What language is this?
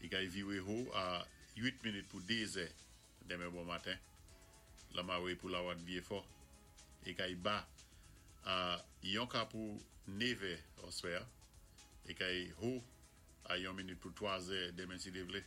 Saint Lucian Creole French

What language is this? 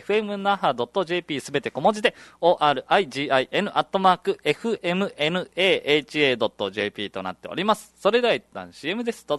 Japanese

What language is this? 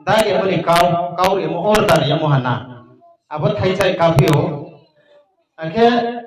Riang (India)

